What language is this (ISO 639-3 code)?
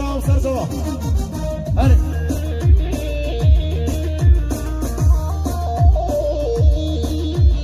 kur